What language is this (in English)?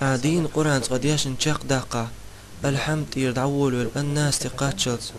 Chechen